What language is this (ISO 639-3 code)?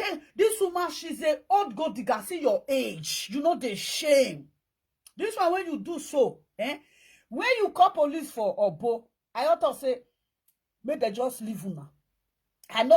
pcm